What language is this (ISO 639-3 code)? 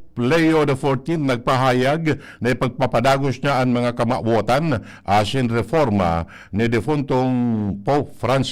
bik